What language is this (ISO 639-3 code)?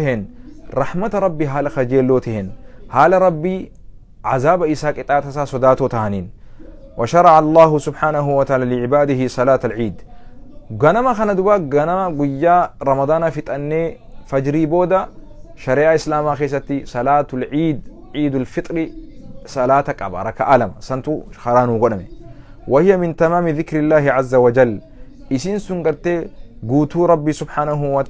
orm